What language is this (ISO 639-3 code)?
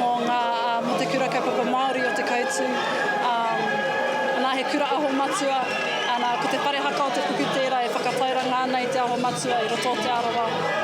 mri